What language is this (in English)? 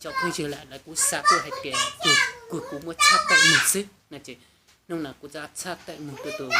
Hmong